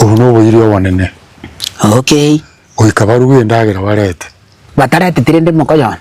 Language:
Gusii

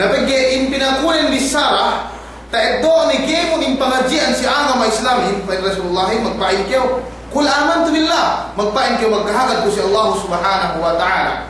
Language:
Yakan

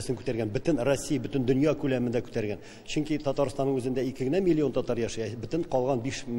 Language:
Tatar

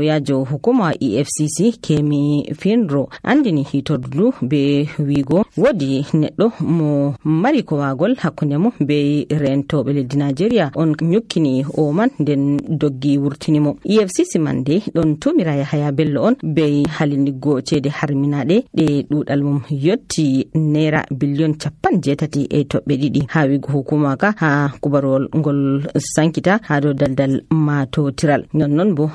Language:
Nigerian Fulfulde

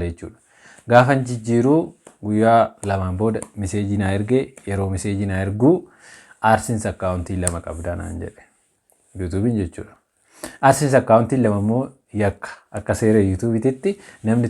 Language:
Oromo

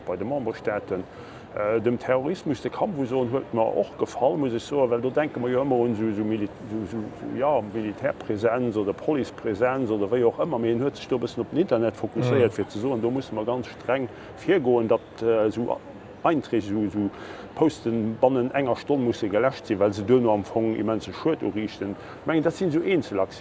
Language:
Luxembourgish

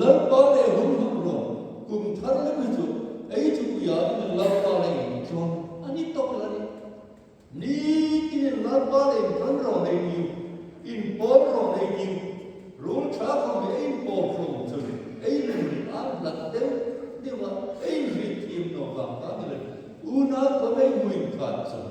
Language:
Hmar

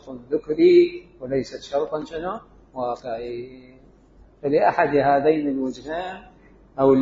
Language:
Mesopotamian Arabic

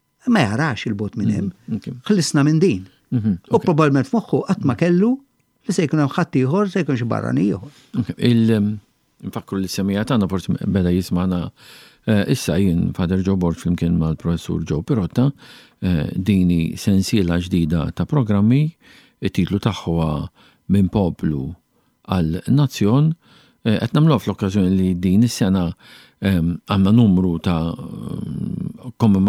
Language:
Maltese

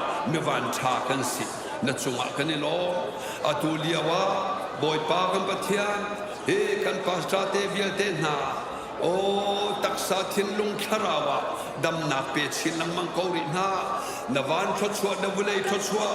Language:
Hakha Chin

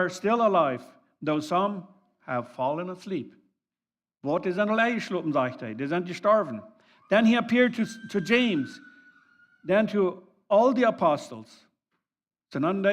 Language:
Plautdietsch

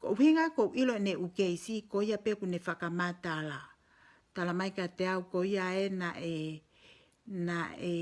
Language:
Tongan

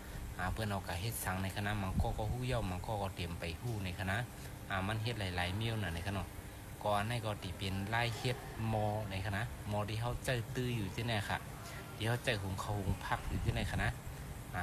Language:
Shan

